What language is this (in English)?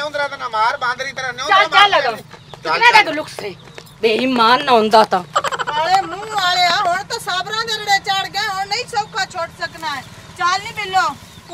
Punjabi